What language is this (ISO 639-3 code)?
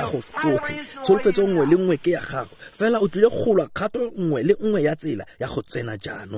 tsn